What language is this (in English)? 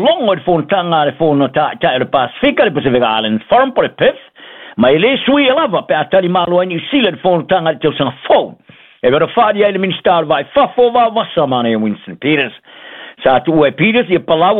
Samoan